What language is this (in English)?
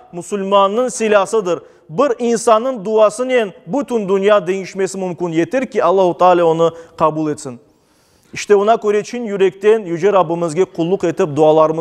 Crimean Tatar